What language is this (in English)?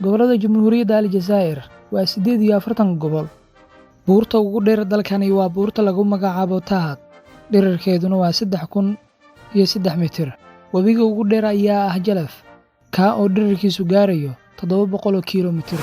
Somali